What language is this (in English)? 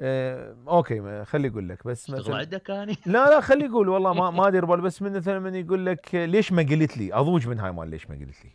Mesopotamian Arabic